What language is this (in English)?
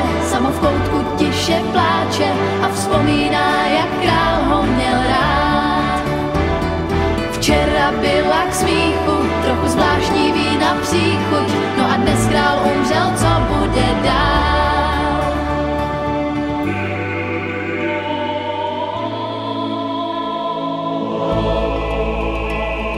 Czech